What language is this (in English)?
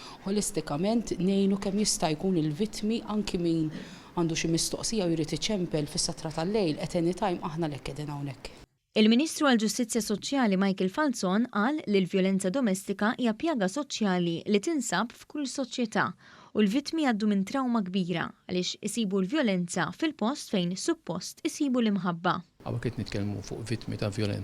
Maltese